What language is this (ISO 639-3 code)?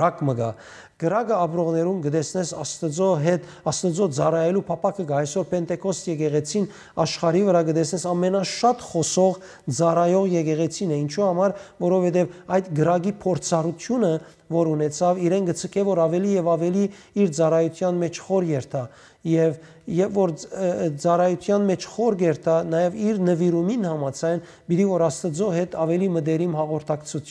hyw